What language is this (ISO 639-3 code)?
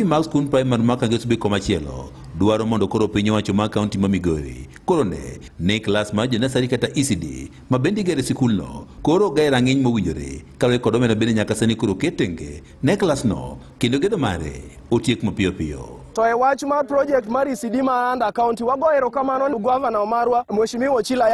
luo